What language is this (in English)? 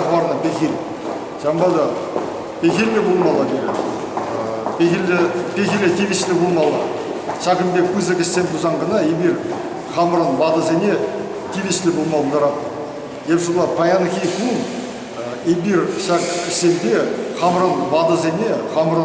Chuvash